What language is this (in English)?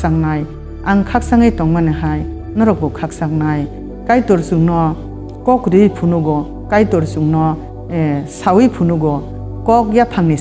Kok Borok